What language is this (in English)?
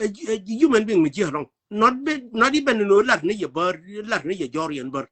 Nuer